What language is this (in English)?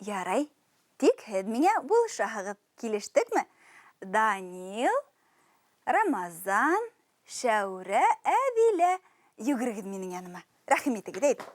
Bashkir